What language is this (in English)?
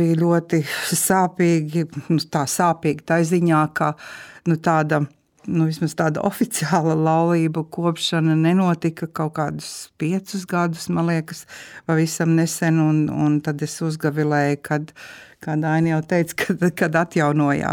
Latvian